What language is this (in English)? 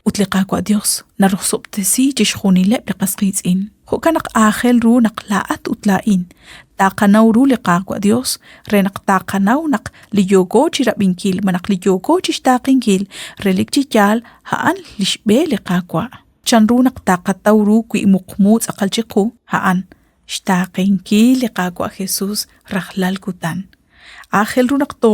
Kekchí